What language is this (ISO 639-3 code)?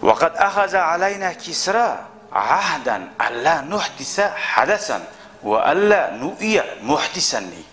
kum